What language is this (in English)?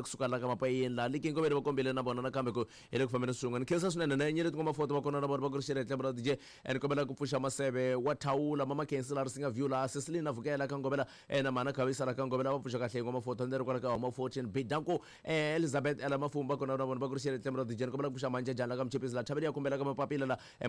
Tsonga